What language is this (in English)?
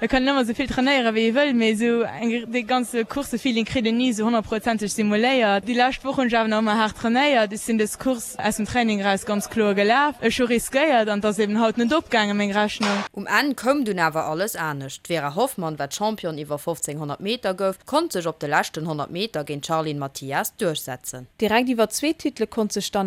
Luxembourgish